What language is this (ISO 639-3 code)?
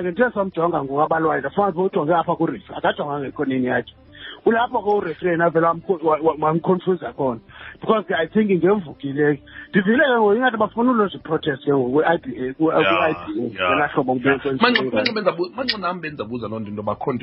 xho